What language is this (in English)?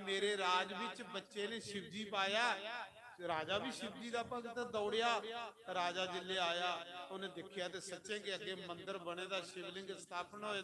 Dogri